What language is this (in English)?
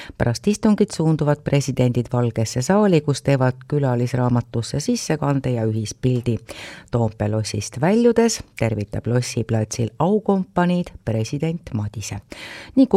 Estonian